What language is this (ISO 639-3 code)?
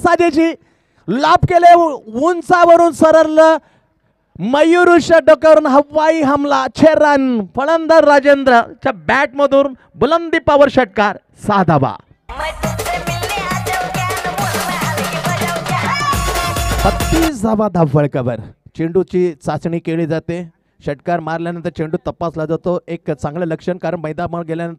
mar